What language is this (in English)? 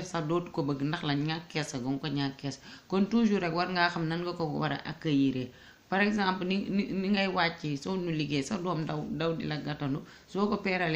Wolof